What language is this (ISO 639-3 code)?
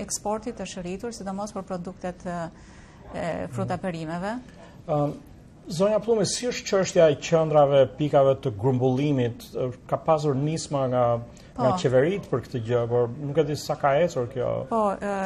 sqi